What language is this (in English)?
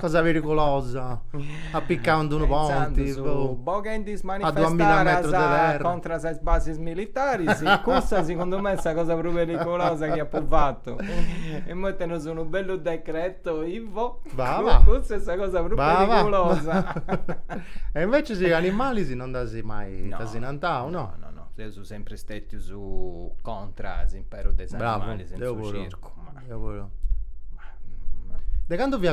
Sardinian